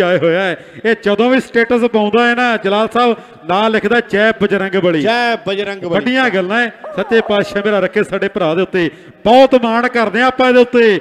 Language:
Punjabi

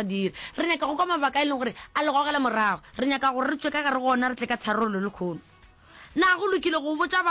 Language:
Northern Sotho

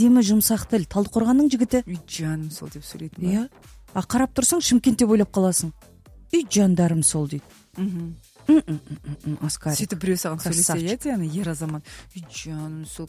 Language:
Kazakh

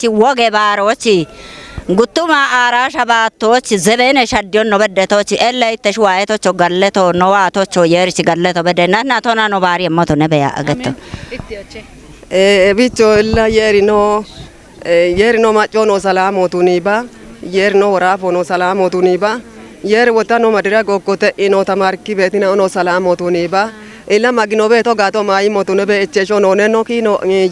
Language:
Kafa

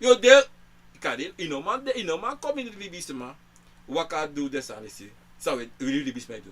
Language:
Sranan Tongo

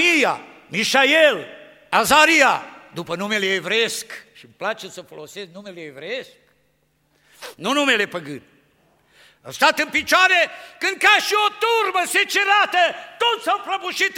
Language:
Romanian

